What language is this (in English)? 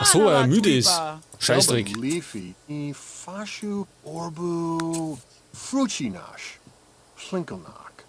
Bavarian